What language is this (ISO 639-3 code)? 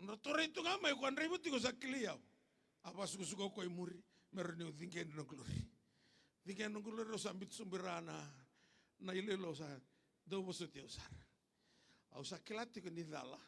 fij